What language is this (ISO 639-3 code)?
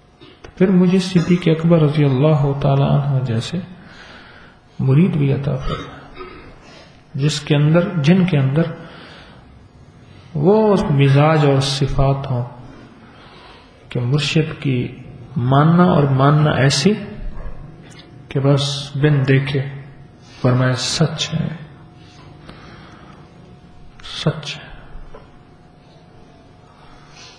urd